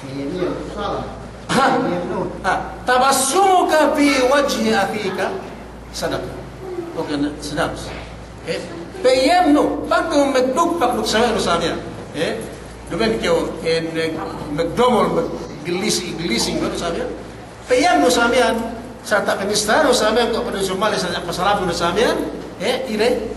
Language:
Yakan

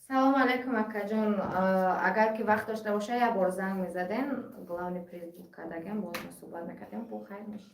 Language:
Tajik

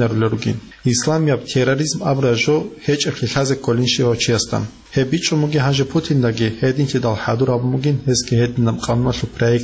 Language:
Avaric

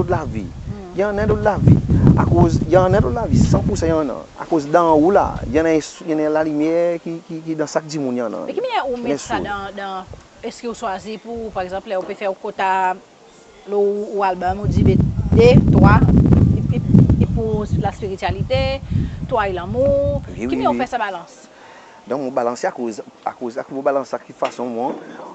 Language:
Seselwa Creole French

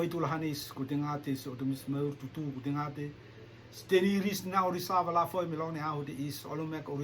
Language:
Rotuman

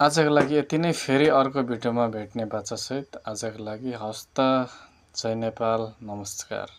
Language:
Nepali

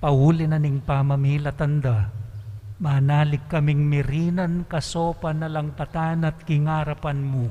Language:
Pampanga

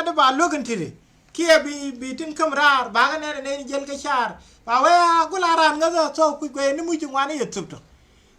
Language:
Nuer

